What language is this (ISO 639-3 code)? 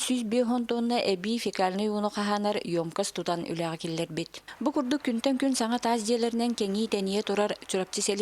sah